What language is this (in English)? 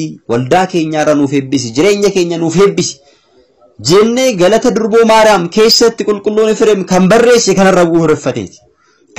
Oromo